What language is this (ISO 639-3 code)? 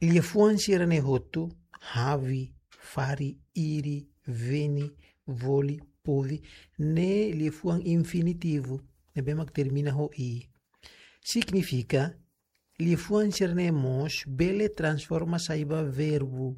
tet